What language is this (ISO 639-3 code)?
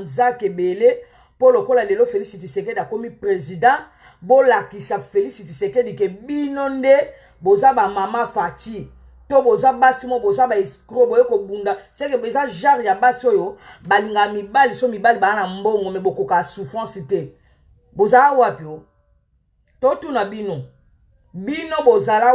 lin